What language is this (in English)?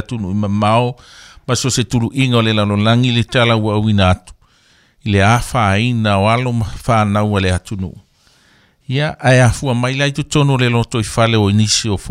Samoan